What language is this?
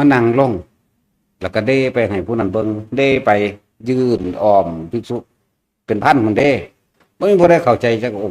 Northeastern Thai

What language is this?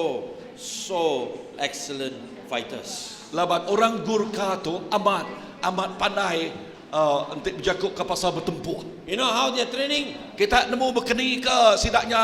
Iban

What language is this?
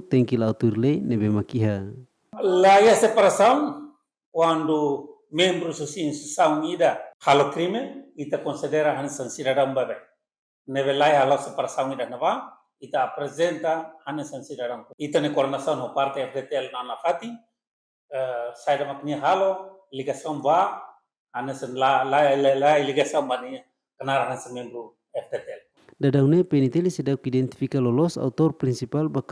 Tetum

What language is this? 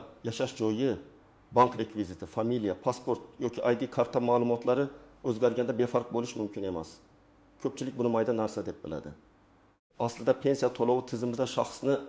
Uzbek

